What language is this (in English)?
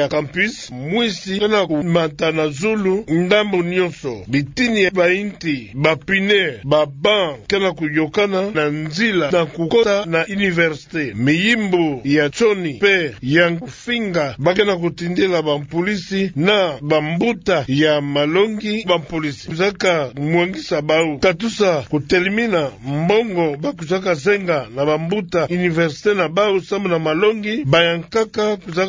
Kituba (Democratic Republic of Congo)